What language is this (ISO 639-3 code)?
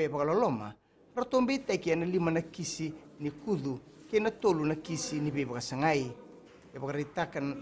fij